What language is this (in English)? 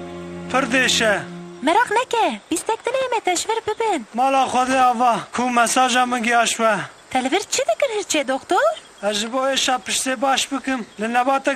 Kurdish